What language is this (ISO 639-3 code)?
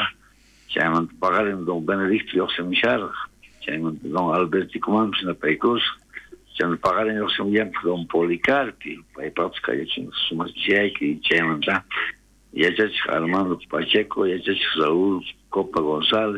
quh